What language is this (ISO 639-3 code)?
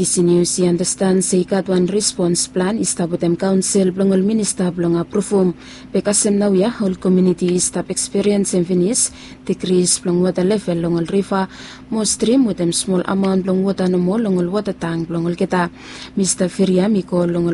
bis